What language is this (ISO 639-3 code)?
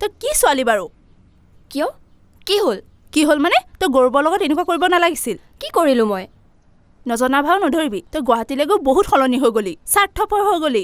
asm